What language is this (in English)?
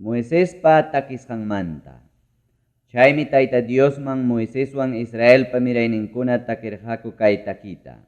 Ayacucho Quechua